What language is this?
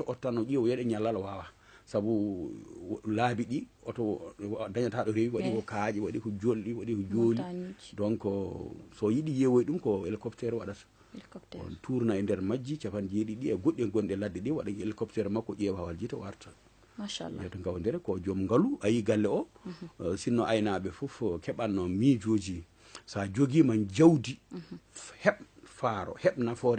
Fula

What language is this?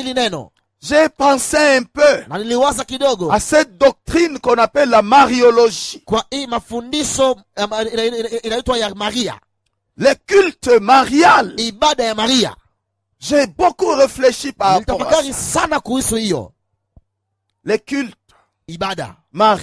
Swahili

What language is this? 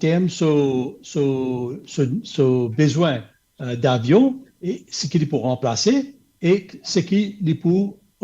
Morisyen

